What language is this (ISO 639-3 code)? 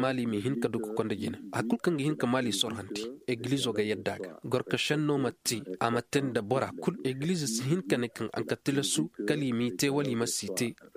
ses